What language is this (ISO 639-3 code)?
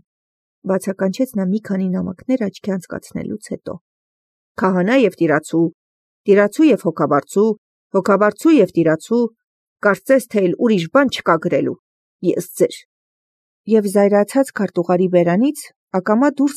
hye